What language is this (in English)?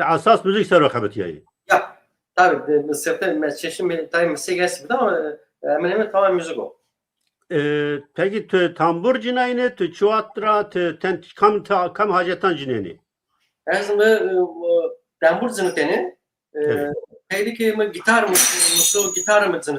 Zaza